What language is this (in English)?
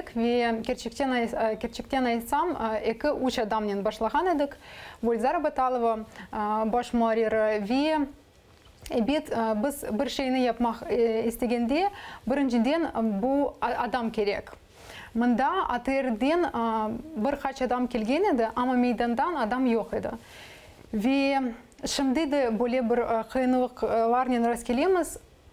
Crimean Tatar